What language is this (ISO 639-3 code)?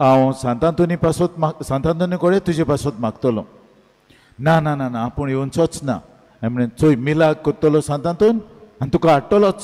kok